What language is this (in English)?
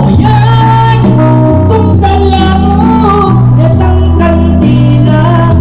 Pampanga